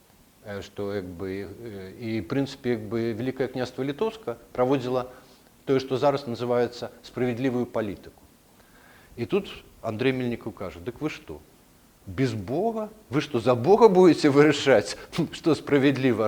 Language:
Belarusian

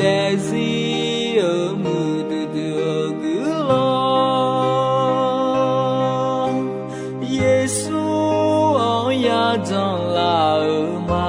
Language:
Akha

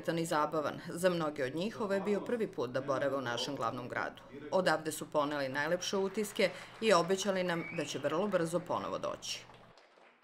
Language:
Serbian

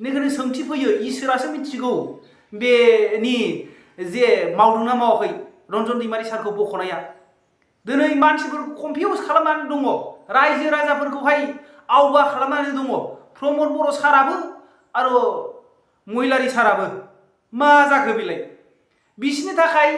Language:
Bodo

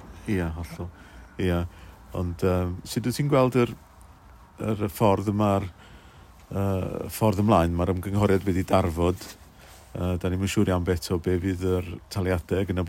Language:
Welsh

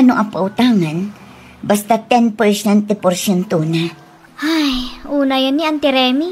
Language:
Iloko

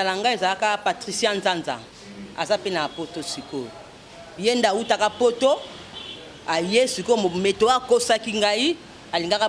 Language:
Lingala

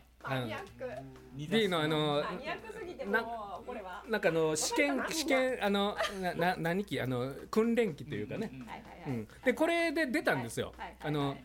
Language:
Japanese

